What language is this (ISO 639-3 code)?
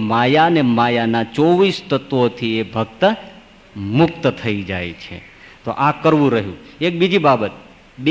guj